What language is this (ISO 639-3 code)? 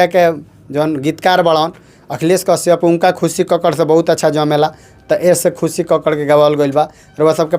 bho